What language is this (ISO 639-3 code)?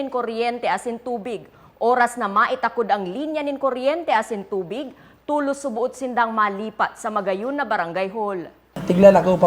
bik